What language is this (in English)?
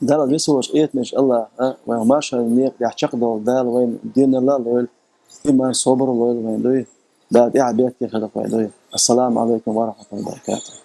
Chechen